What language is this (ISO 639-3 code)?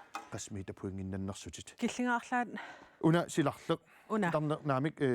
kal